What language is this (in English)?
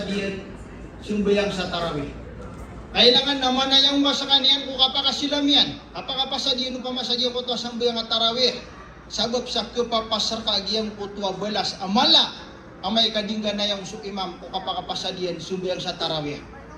Maranao